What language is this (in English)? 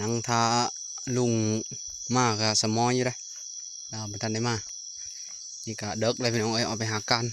Lao